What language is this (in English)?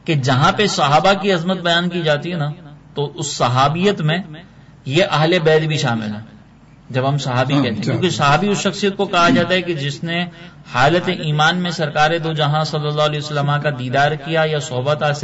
Urdu